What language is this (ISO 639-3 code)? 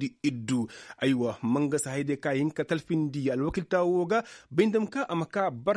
ses